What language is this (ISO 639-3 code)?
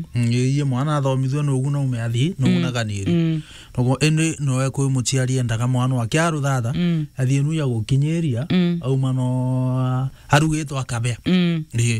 mer